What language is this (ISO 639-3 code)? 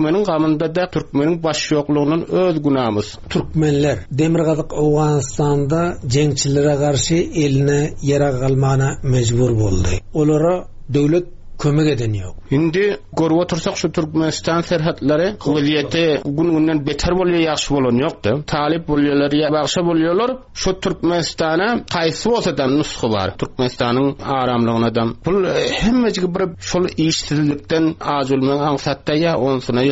tuk